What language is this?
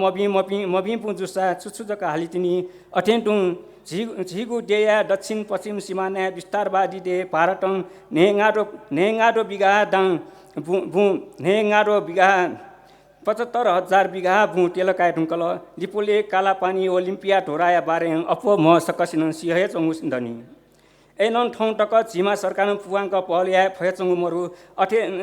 Newari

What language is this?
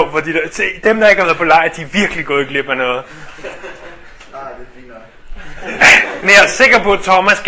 Danish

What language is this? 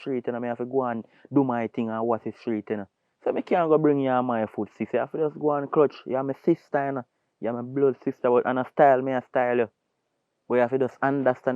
Jamaican Creole English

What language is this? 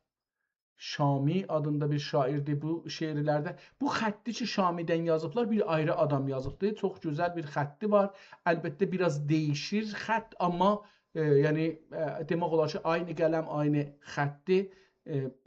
South Azerbaijani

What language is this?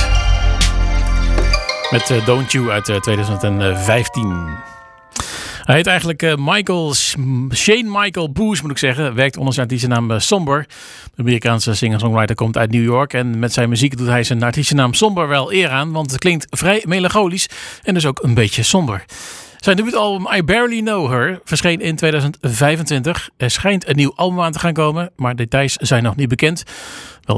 Dutch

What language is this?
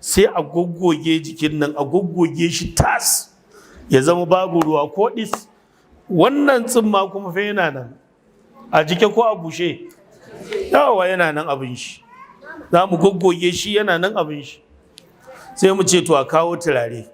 Hausa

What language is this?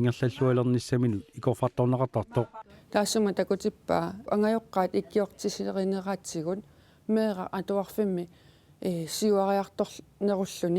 Kalaallisut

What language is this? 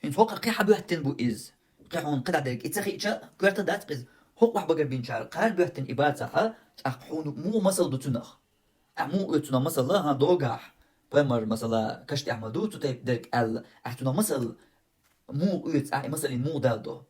Chechen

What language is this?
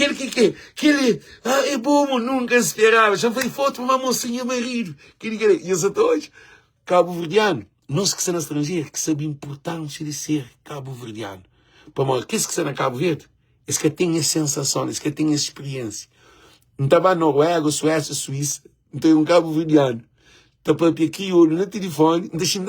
Kabuverdianu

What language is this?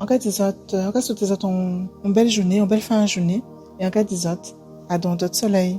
Guadeloupean Creole French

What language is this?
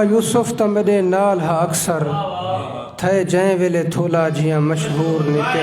Saraiki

